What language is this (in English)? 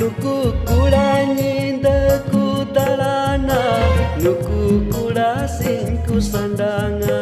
Santali